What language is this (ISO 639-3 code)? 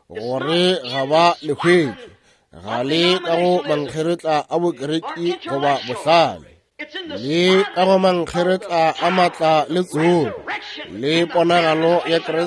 nso